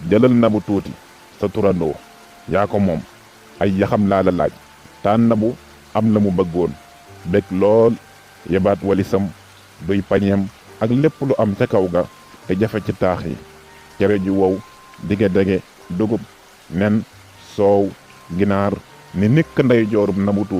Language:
Wolof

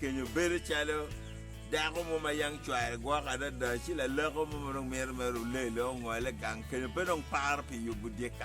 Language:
Acoli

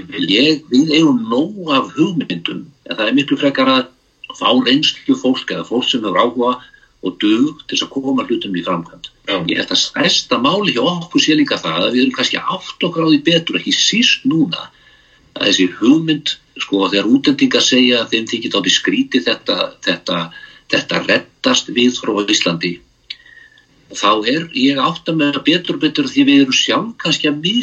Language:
Icelandic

